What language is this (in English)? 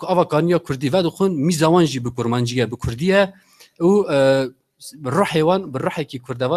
Kurdish